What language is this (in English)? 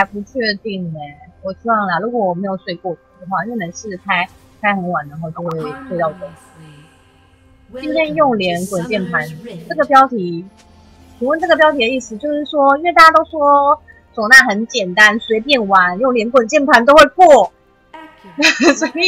Chinese